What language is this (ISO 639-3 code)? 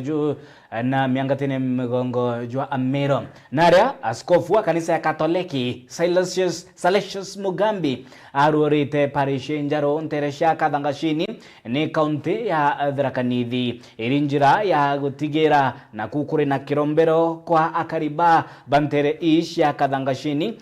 mer